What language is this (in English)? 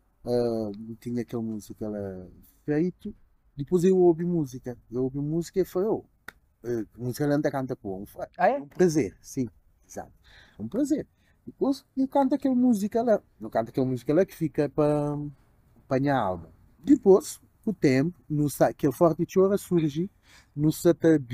Kabuverdianu